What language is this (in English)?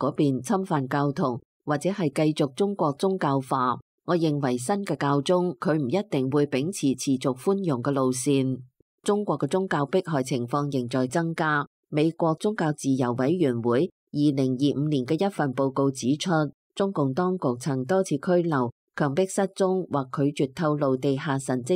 Cantonese